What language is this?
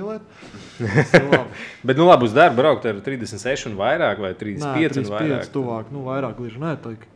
Latvian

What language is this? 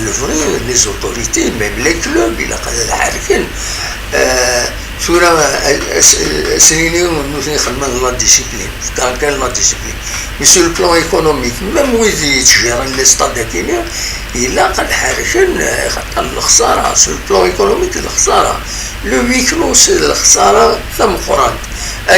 Kabyle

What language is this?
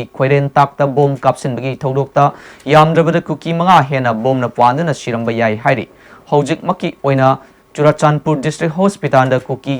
Manipuri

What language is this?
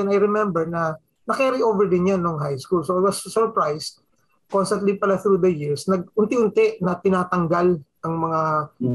Filipino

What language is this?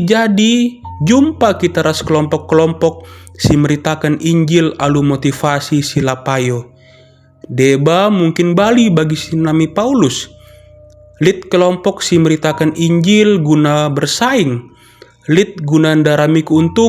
Batak Karo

